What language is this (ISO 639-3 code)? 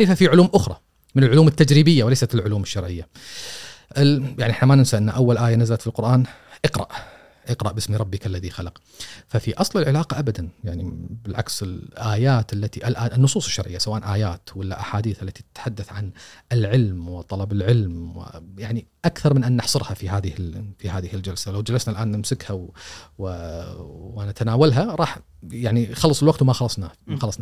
afb